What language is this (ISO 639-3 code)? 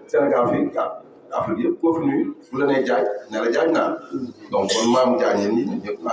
wol